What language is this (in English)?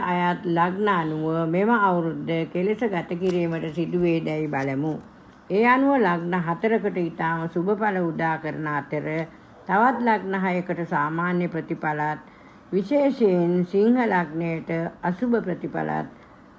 Sinhala